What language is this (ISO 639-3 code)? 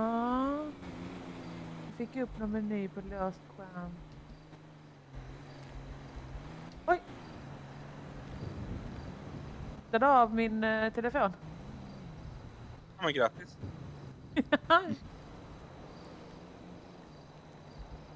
swe